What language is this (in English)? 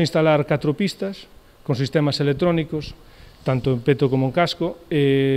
Galician